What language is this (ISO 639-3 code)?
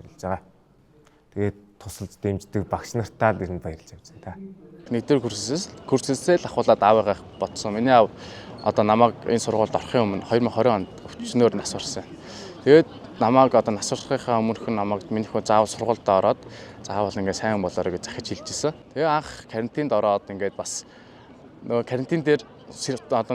mon